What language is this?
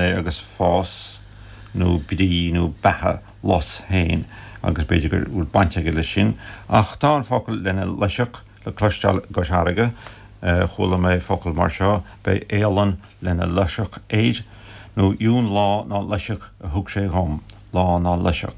Irish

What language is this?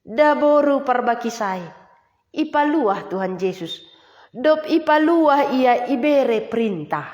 Batak Simalungun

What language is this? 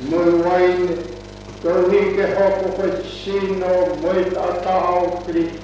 Tongan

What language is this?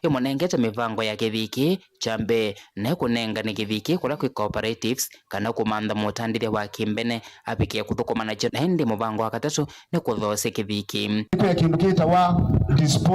Kamba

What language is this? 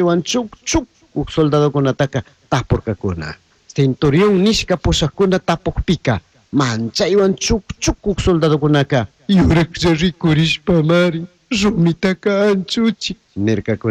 Chimborazo Highland Quichua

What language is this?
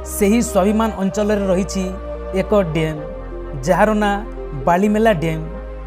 Odia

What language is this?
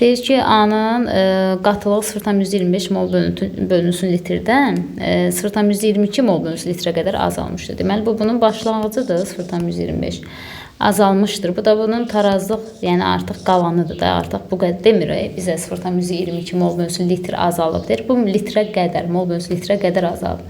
Azerbaijani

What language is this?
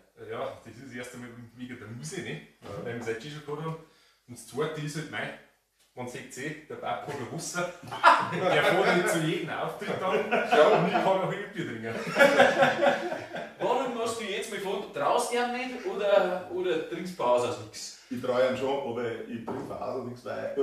Bavarian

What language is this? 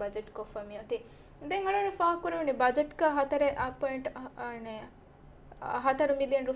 Divehi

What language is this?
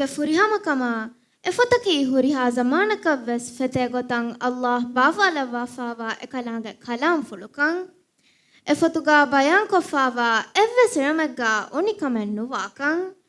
Divehi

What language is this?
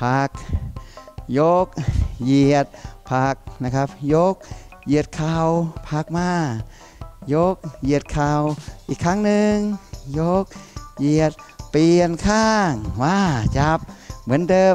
Thai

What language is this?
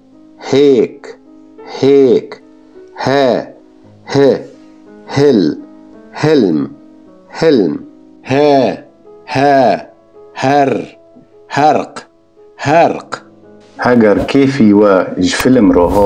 Kurdish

